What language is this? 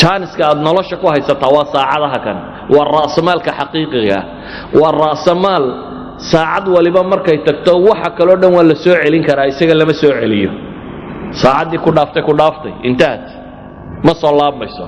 Somali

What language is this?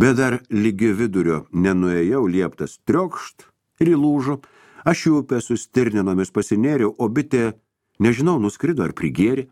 Lithuanian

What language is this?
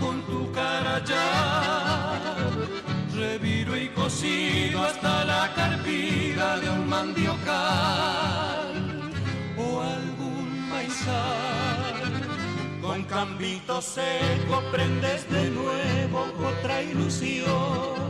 Guarani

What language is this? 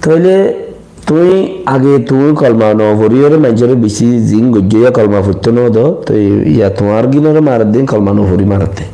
Rohingya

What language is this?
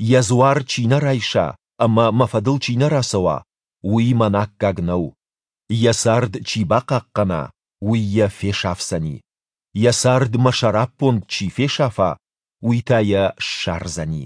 Ossetic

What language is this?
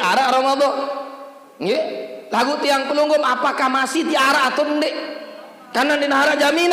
Sasak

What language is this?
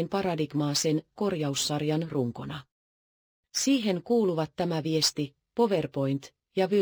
Finnish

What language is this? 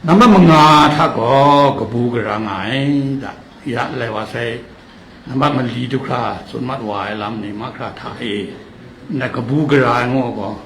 Kachin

